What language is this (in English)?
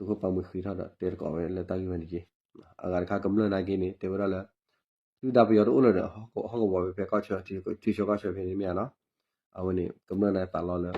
S'gaw Karen